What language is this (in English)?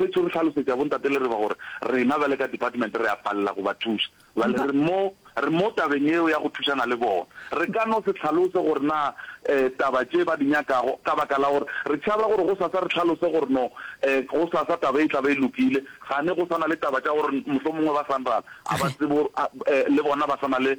Northern Sotho